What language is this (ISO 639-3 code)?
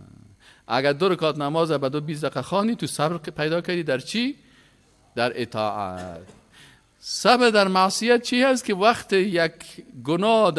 fas